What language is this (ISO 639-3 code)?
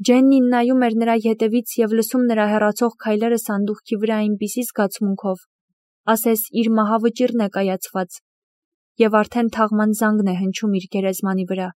hye